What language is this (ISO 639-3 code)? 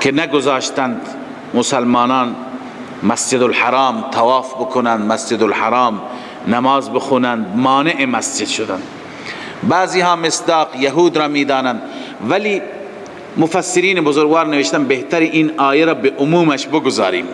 fas